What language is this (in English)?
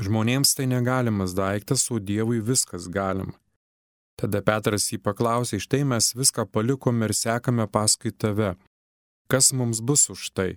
Lithuanian